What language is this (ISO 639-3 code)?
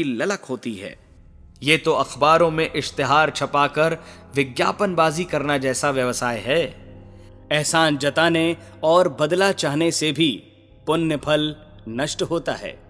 hin